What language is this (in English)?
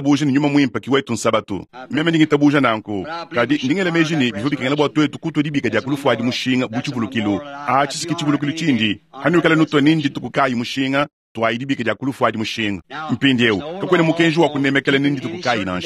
Luba-Lulua